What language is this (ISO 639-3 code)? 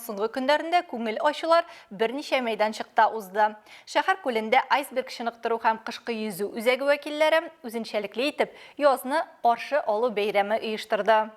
tat